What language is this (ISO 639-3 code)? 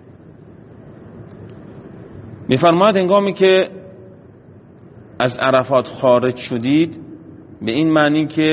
fas